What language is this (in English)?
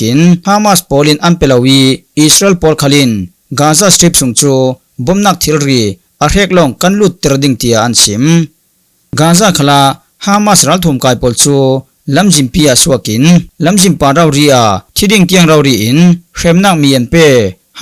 Falam Chin